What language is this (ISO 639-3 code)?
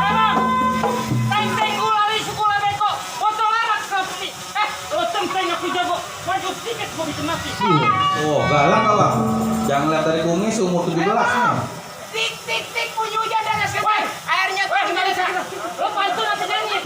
bew